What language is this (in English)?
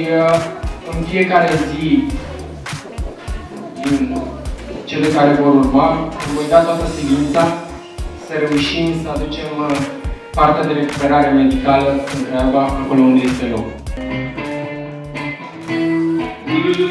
Romanian